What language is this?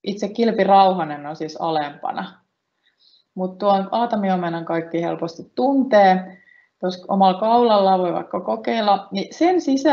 Finnish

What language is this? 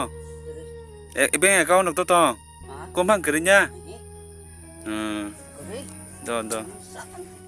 Kok Borok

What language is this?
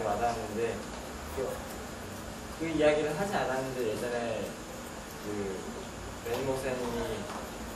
Korean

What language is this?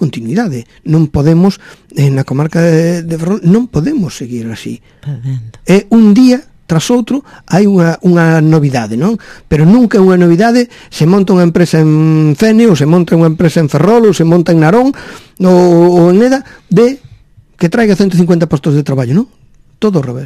Galician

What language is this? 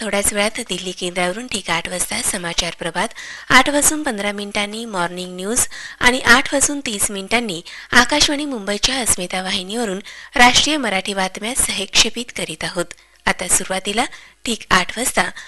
Marathi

